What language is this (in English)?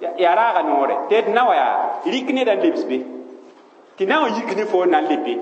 Mossi